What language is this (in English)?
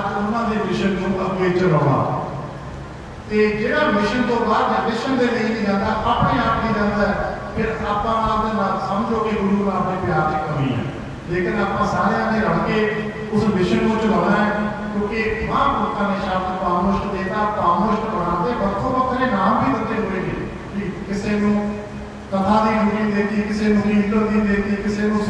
Punjabi